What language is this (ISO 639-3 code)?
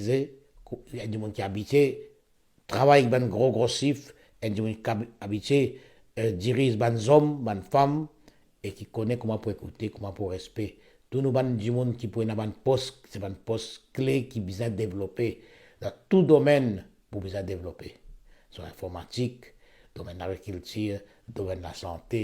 mfe